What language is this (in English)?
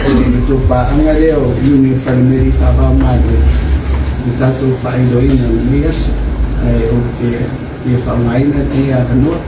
Samoan